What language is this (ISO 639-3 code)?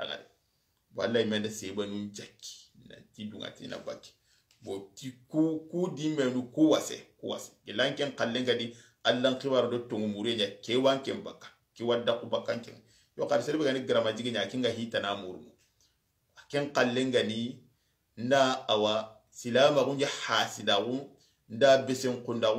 snk